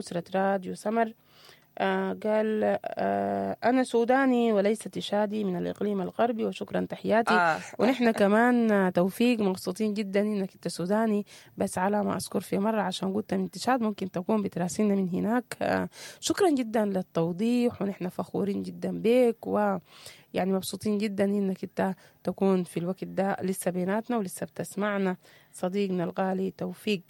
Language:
Sudanese Arabic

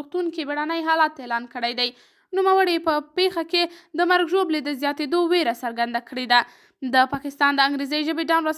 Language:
Pashto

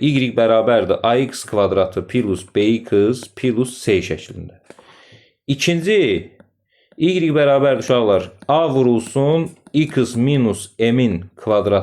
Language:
Azerbaijani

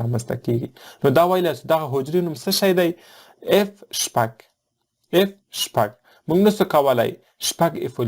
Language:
Pashto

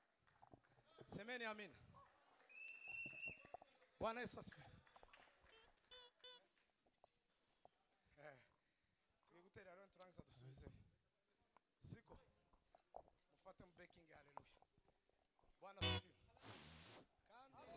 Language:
Kinyarwanda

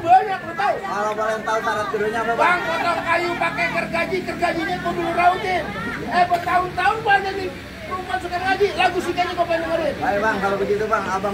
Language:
Betawi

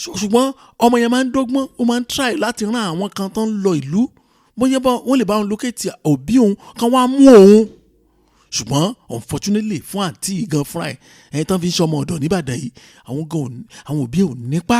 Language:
Yoruba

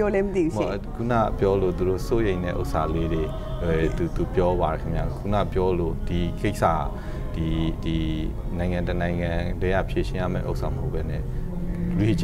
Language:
Burmese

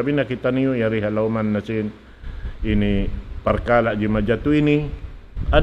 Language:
Tausug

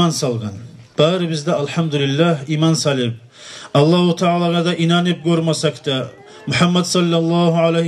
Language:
Kumyk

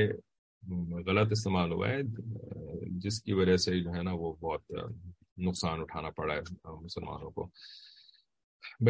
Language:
Urdu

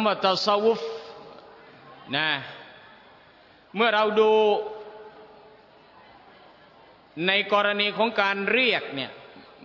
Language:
Thai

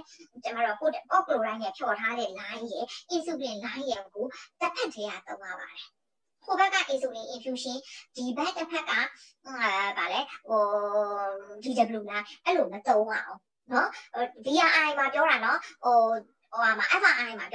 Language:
Burmese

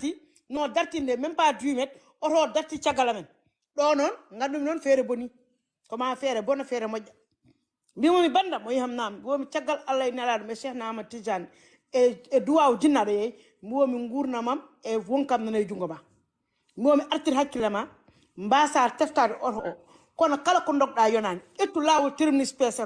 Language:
Fula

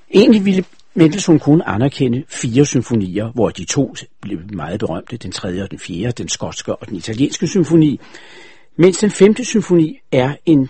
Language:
Danish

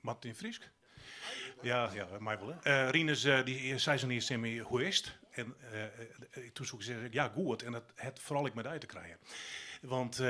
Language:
Western Frisian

